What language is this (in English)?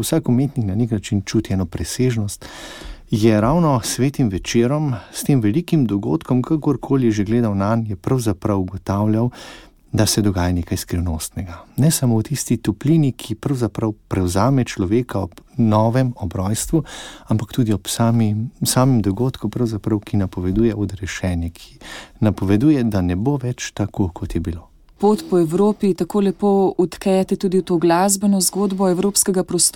Slovenian